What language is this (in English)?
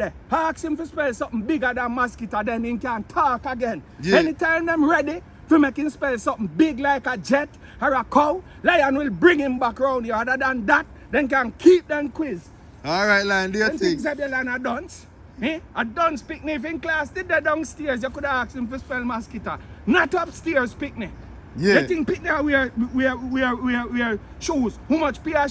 Jamaican Creole English